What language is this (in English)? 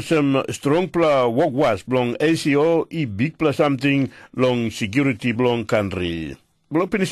Tok Pisin